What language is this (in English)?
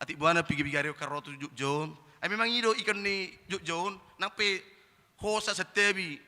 Batak Toba